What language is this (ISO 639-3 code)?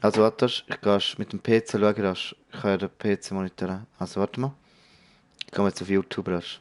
gsw